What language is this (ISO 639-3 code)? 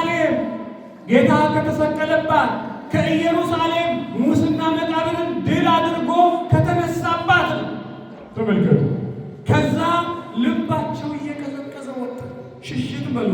amh